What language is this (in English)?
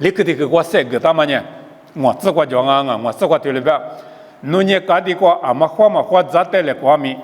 Lisu